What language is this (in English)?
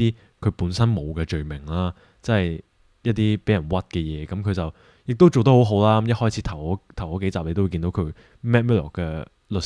Cantonese